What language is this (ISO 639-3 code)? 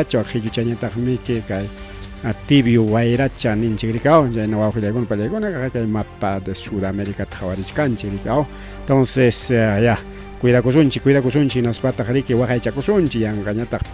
quy